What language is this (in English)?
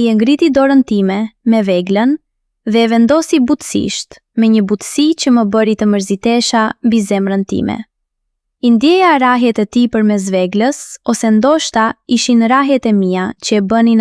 Albanian